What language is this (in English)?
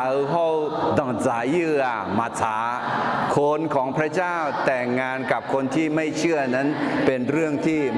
Akha